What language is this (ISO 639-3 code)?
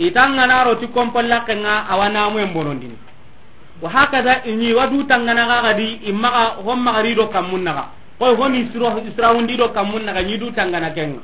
snk